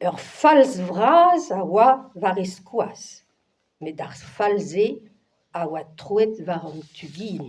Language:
Breton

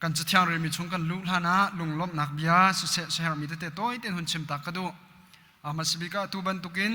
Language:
Hakha Chin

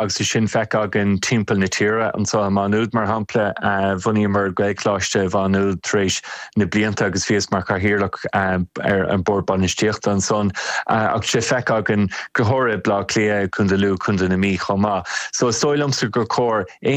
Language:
Irish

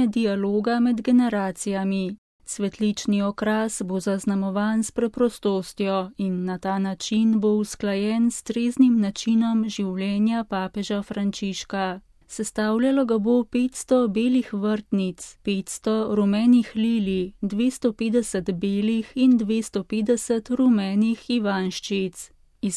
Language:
Slovenian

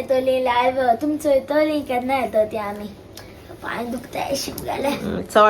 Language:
Konkani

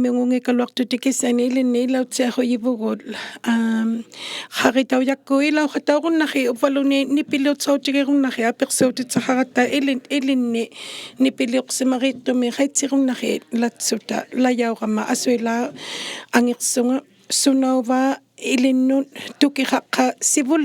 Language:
Inuktitut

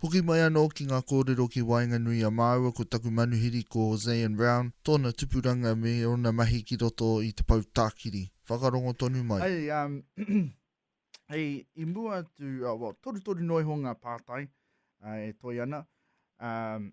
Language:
Māori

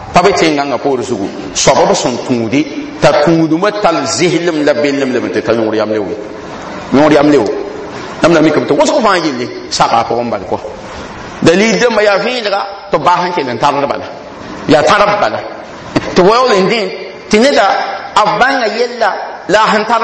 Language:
Mossi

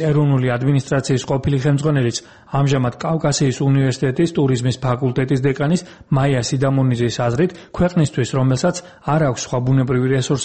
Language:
Georgian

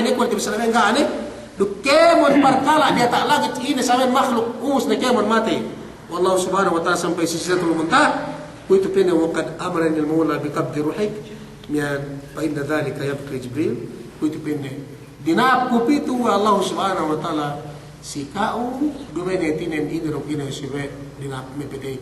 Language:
Yakan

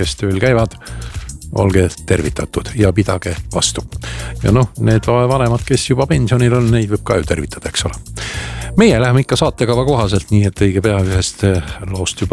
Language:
Estonian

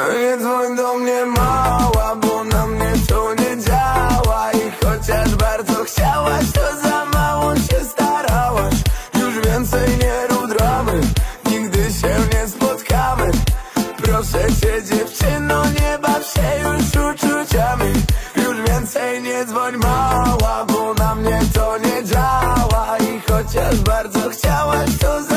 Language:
Polish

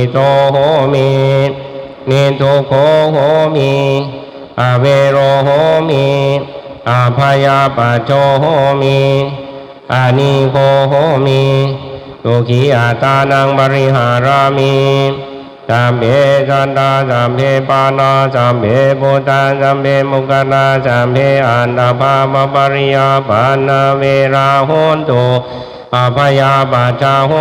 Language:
Pali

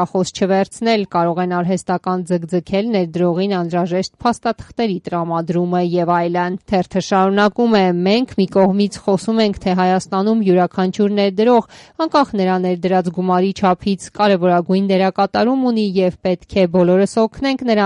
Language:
Armenian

